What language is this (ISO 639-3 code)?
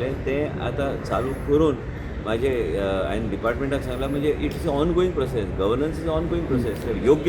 kok